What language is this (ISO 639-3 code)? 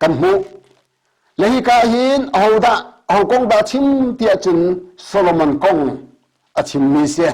cnh